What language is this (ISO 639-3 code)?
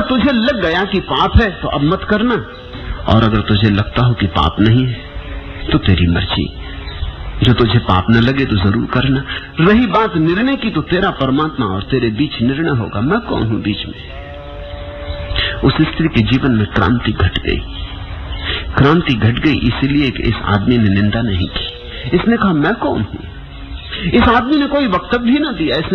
hin